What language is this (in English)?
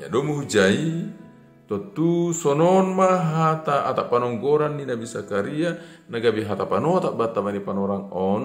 Batak Simalungun